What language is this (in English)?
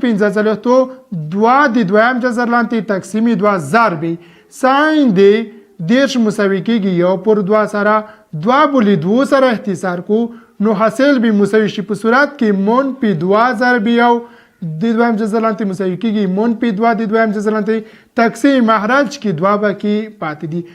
Pashto